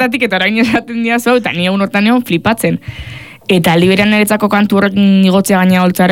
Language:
Basque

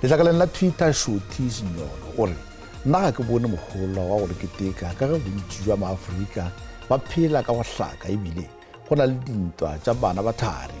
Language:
Northern Sotho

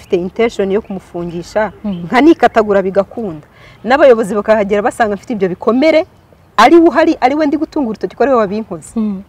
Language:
Kinyarwanda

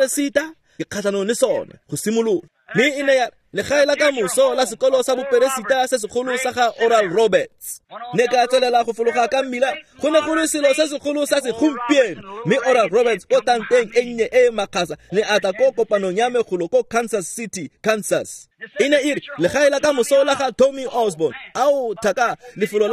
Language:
Tswana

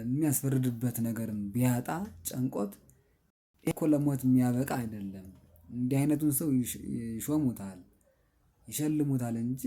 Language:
Amharic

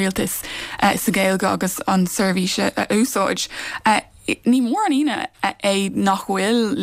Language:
Irish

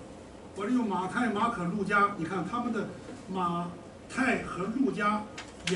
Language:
Chinese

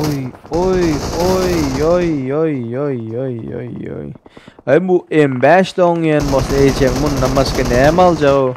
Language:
Turkmen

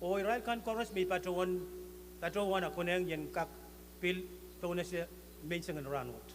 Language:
Pohnpeian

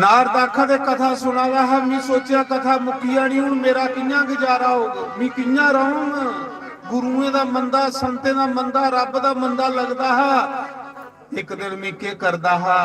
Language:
Dogri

